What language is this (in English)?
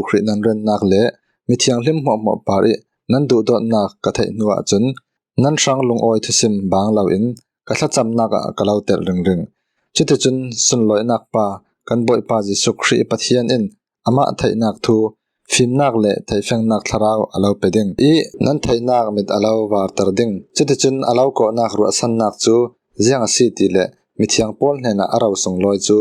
Falam Chin